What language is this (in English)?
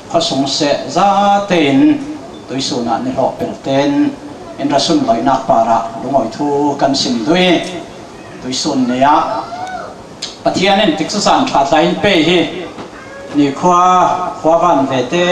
Falam Chin